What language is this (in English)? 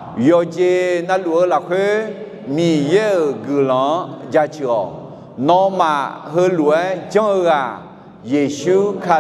Akha